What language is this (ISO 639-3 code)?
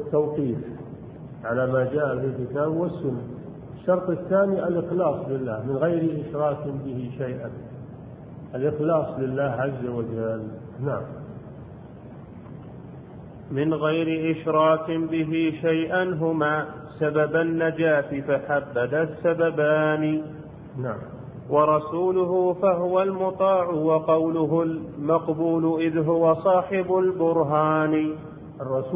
ara